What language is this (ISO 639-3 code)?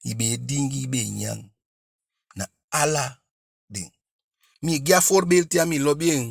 djk